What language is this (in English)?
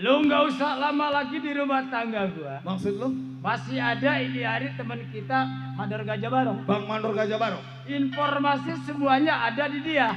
Betawi